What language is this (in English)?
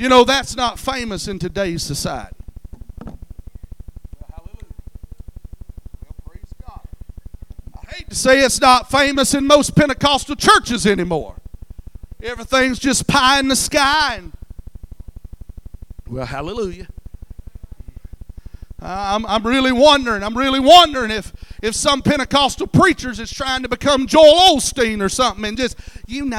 English